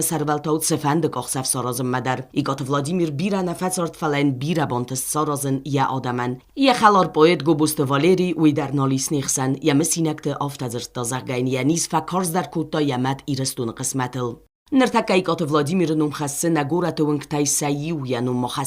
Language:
Ossetic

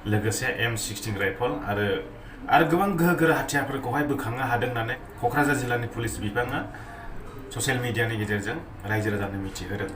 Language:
Bodo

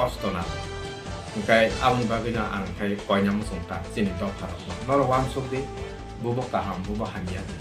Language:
Riang (India)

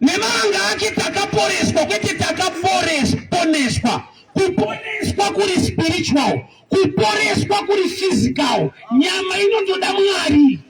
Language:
Shona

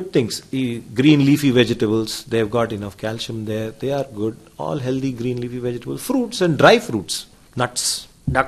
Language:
Telugu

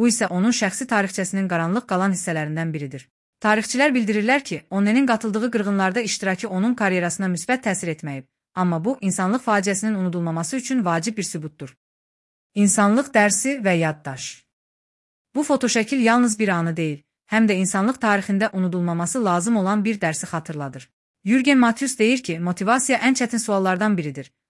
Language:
Azerbaijani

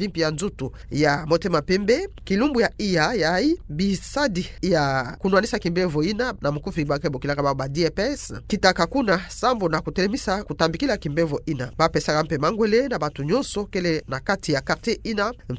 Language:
Kituba (Democratic Republic of Congo)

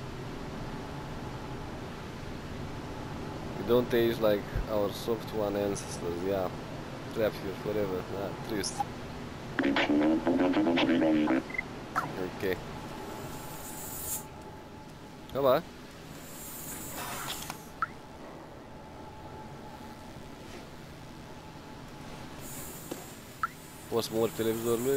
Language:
Romanian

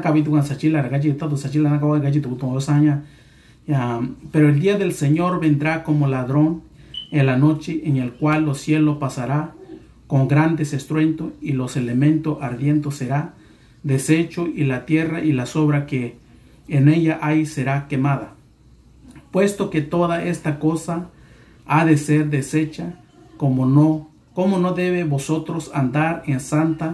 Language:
Mixtepec Mixtec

